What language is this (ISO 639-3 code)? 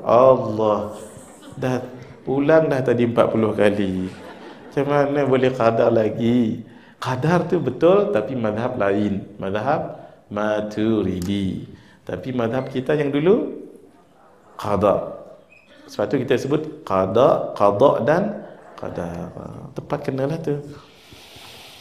msa